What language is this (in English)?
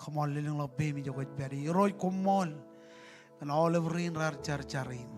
Marshallese